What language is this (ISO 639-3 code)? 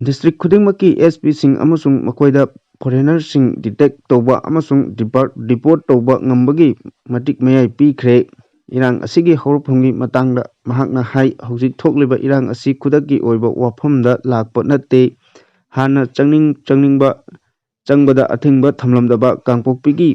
mni